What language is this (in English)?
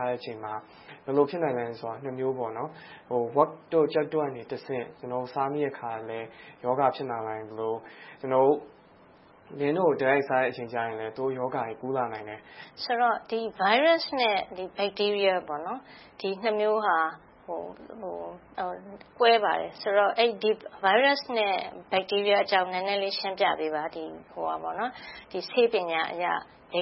Burmese